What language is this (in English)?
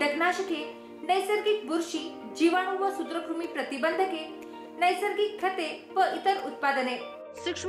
Marathi